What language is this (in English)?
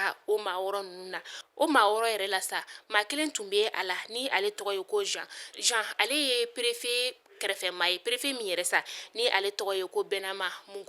Bambara